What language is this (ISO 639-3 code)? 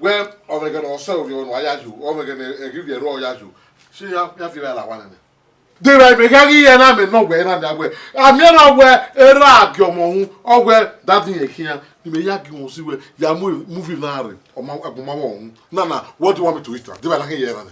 bin